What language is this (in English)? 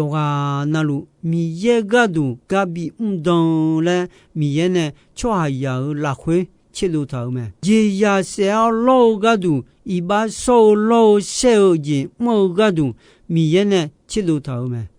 Akha